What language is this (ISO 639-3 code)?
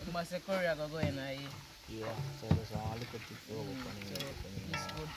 jam